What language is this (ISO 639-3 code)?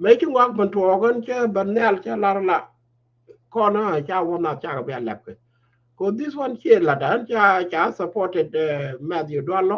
nus